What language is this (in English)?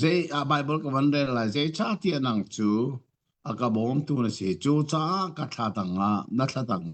Hakha Chin